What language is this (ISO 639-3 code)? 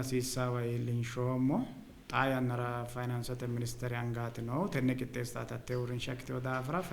sid